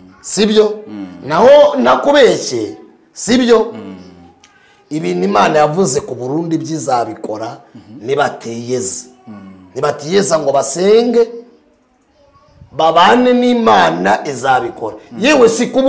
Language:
Kinyarwanda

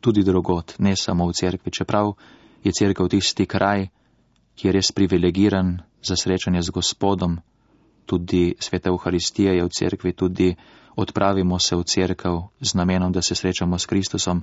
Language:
Slovenian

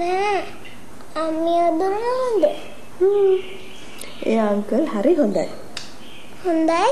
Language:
Sinhala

